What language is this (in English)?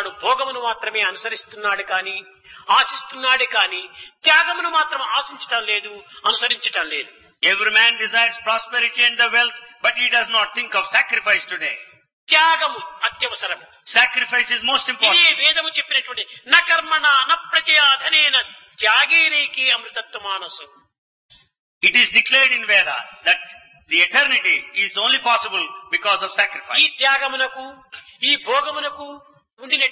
Telugu